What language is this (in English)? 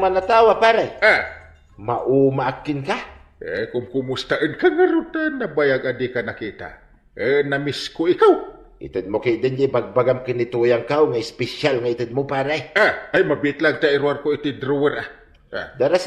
Iloko